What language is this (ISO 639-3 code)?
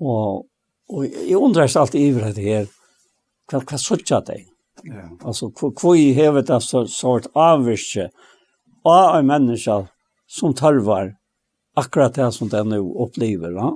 fao